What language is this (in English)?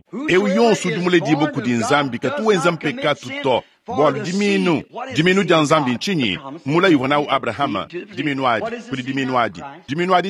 Luba-Lulua